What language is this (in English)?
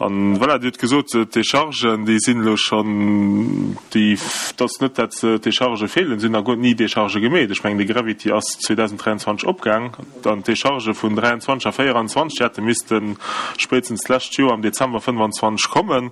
Luxembourgish